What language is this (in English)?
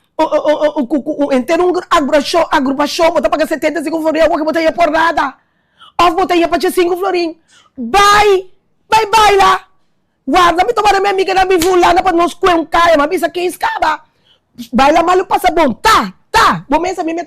Papiamento